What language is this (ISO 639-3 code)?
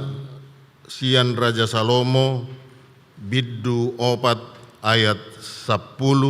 bbc